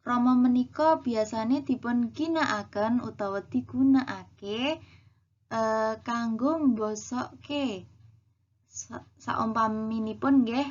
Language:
Javanese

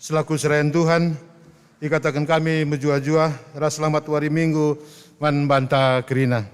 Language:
Batak Karo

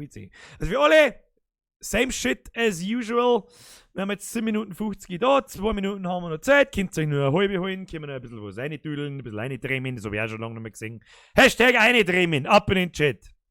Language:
Bavarian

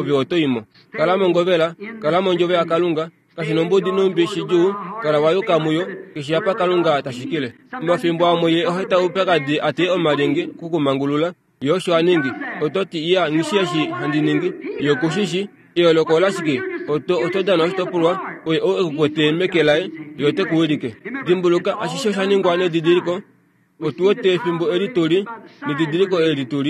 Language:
Kuanyama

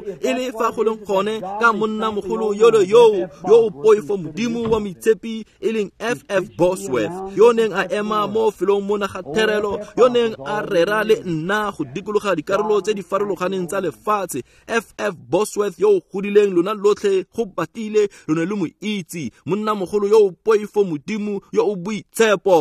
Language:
Tswana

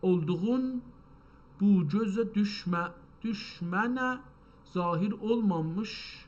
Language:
South Azerbaijani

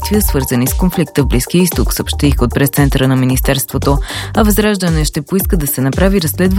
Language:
Bulgarian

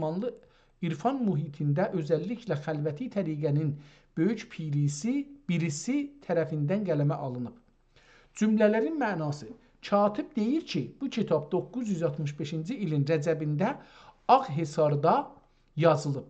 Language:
South Azerbaijani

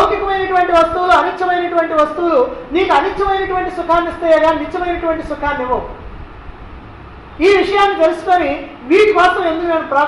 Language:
Telugu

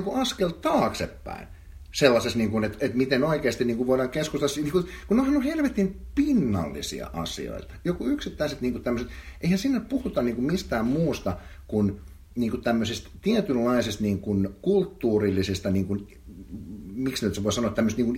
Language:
Finnish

